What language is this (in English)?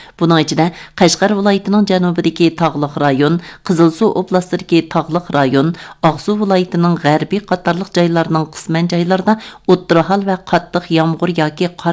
Uyghur